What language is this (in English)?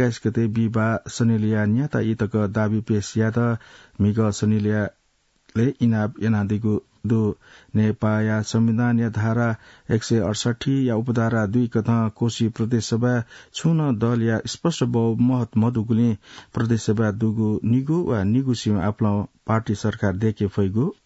Newari